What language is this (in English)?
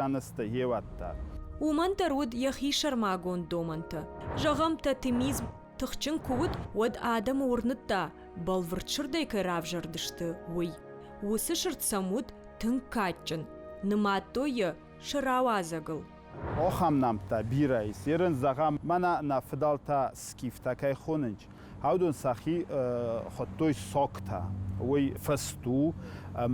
Ossetic